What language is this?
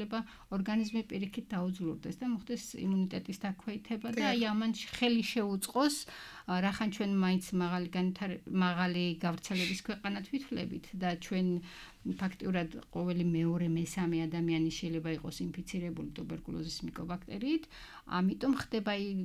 Georgian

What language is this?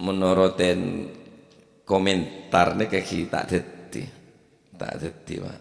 Madurese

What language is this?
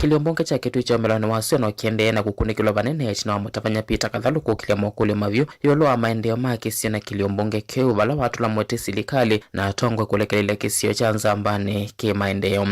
Kamba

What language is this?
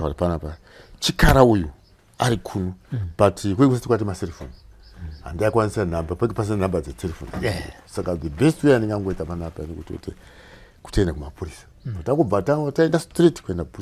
Shona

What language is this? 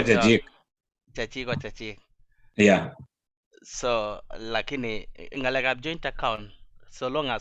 Kalenjin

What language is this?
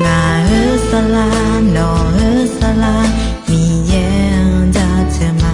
Akha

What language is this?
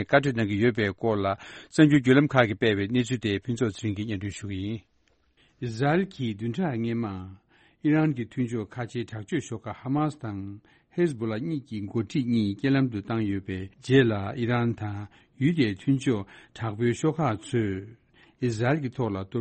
Tibetan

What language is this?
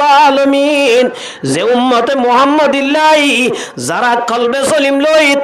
Rohingya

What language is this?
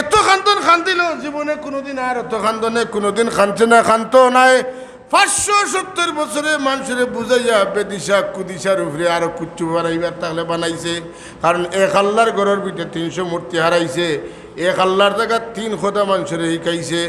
Sylheti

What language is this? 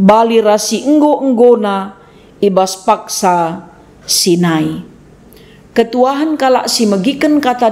Batak Karo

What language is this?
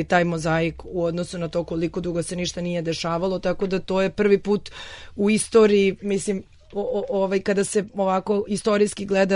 Serbian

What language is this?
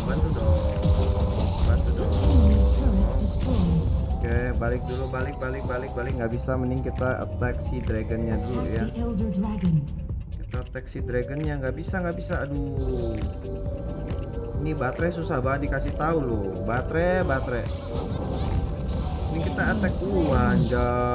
Indonesian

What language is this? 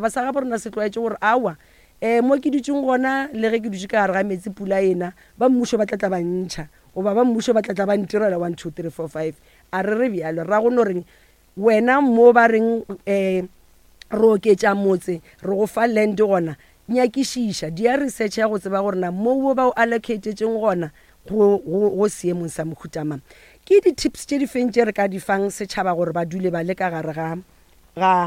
Northern Sotho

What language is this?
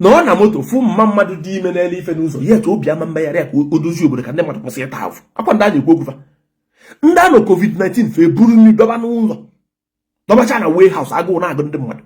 Igbo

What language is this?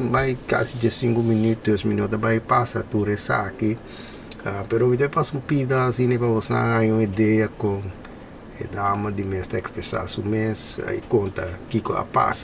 Papiamento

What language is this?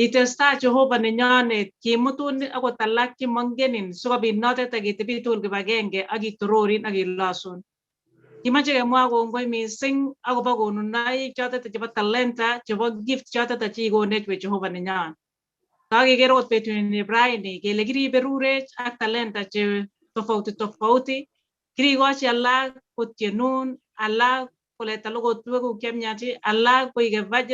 Kalenjin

